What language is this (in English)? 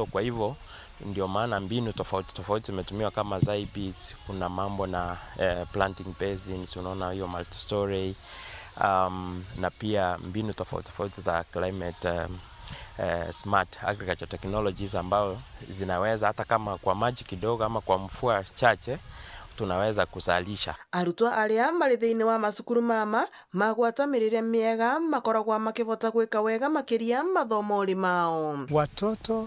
Meru